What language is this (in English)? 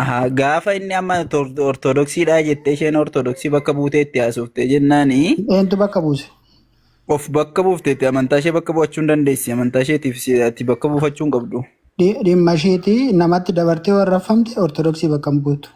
Oromo